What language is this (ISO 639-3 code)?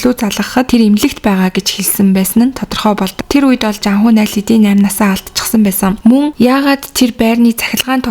mon